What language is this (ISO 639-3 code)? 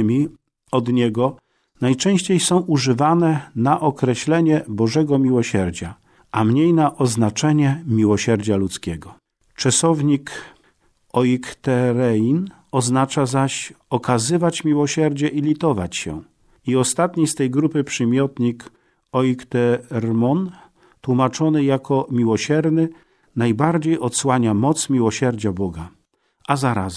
pol